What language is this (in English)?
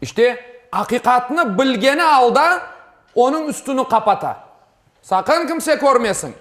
Crimean Tatar